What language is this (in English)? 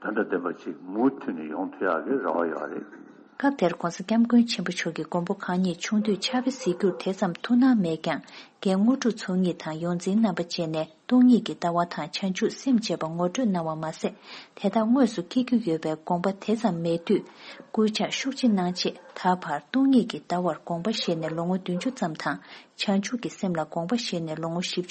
Tibetan